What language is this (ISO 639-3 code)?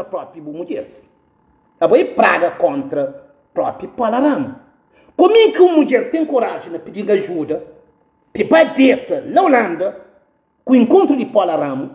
kea